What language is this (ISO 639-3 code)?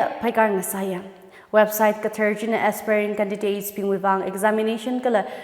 nmf